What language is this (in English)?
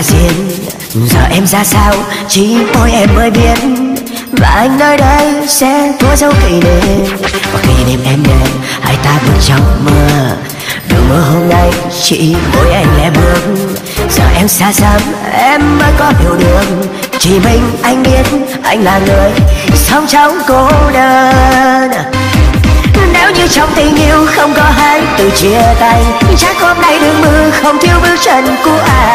Vietnamese